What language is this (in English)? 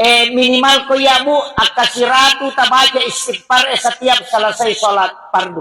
Buginese